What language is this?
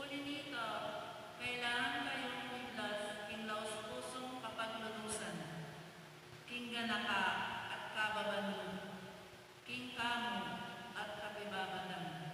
Pampanga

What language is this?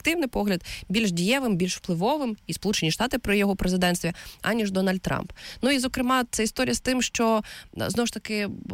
Ukrainian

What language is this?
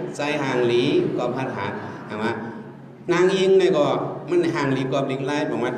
Shan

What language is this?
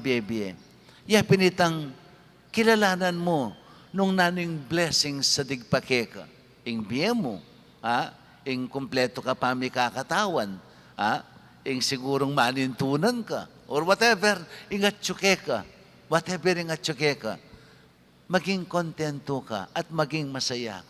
Pampanga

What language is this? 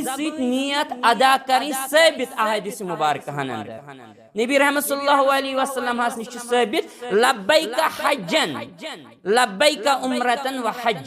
Kashmiri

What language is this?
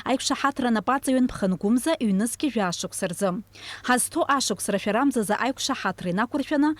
Abkhazian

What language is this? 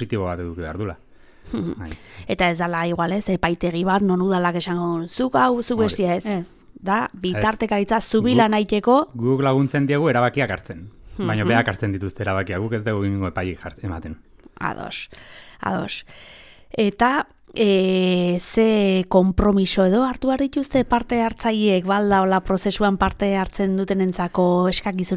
Basque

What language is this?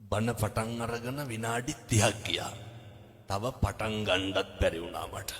Sinhala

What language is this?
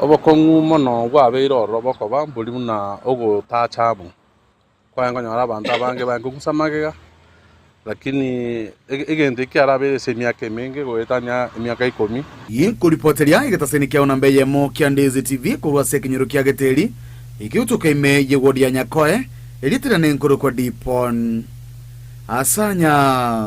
Gusii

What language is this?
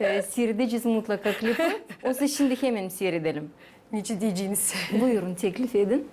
Gagauz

